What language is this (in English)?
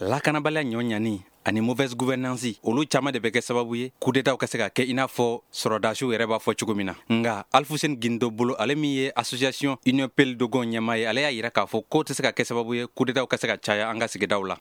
Bambara